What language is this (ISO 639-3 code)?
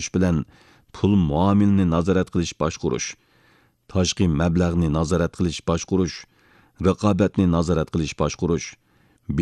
uig